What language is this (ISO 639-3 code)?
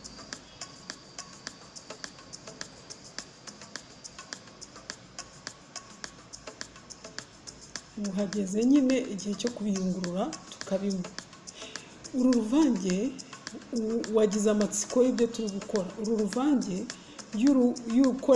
kin